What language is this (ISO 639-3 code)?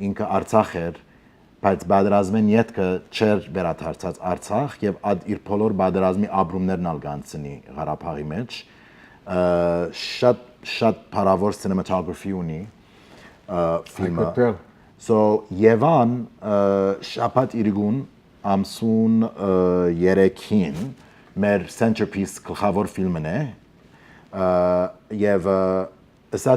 hyw